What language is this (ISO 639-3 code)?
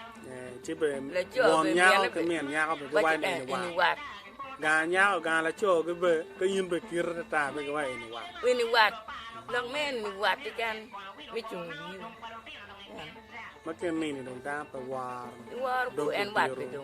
ach